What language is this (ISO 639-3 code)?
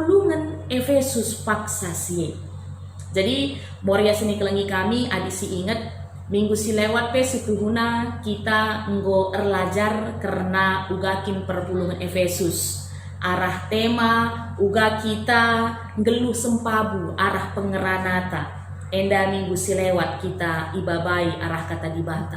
btx